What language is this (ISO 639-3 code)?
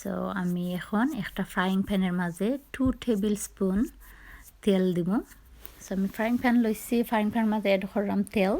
syl